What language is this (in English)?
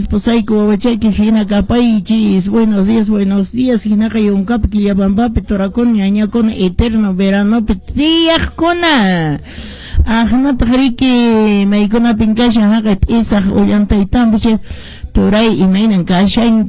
Quechua